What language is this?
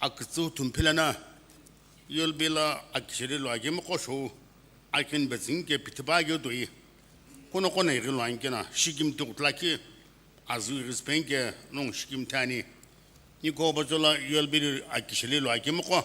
Sumi Naga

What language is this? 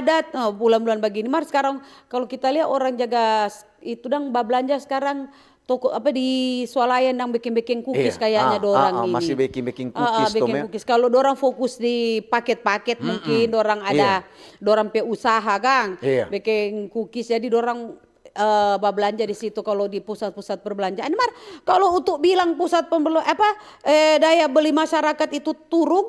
Manado Malay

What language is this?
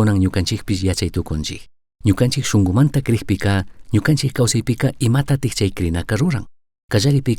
Chimborazo Highland Quichua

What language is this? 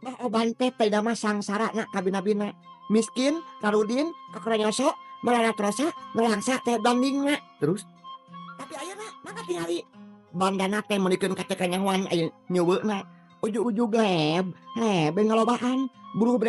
Sundanese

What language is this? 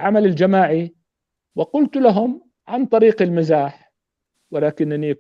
North Levantine Arabic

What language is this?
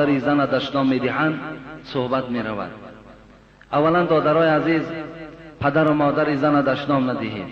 Tajik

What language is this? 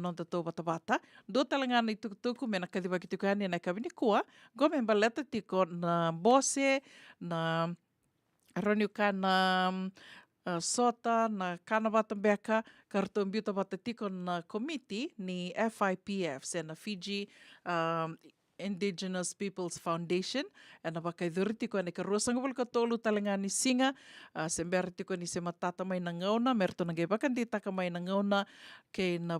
Fijian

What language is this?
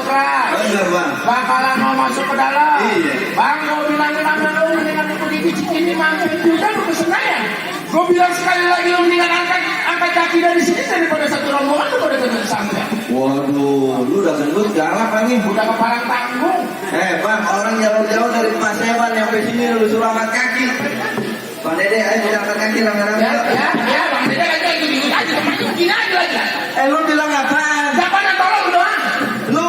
Betawi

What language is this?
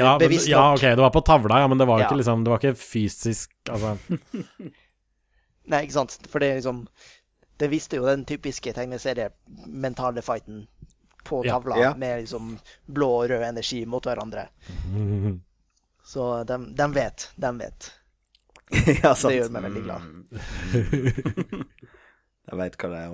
Norwegian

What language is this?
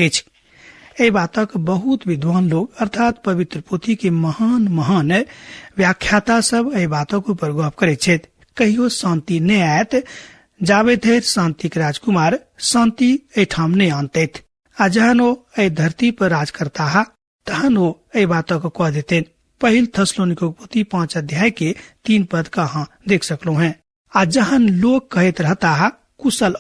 Maithili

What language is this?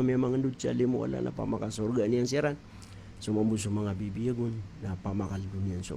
Maranao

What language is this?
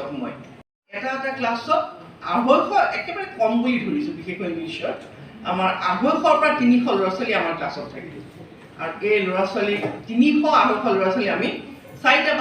Assamese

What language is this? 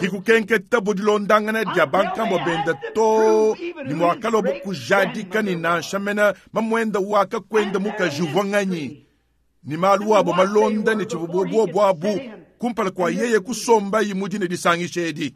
Luba-Lulua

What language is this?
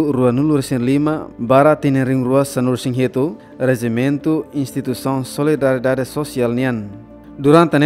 Tetum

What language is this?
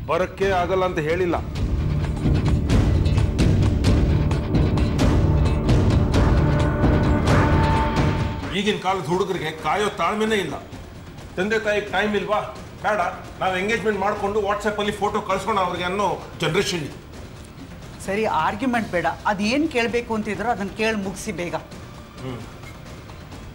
Kannada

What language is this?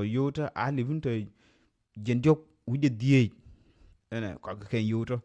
Nuer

